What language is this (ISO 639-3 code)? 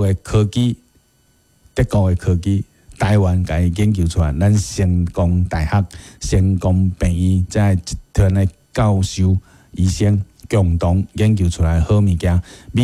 nan